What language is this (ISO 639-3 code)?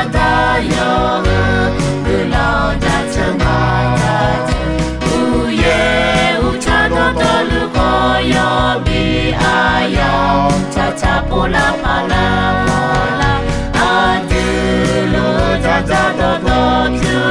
ahk